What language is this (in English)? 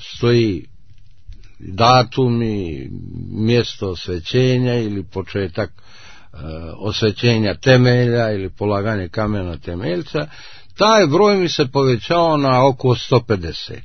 Serbian